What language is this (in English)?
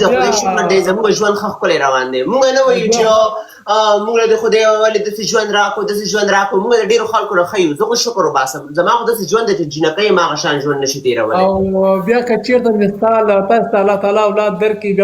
Pashto